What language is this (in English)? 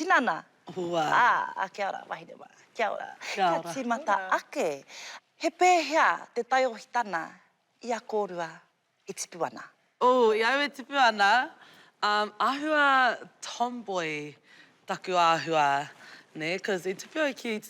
Māori